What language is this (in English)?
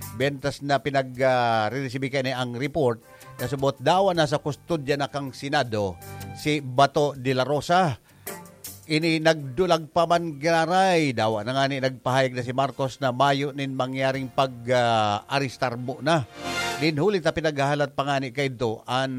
Bikol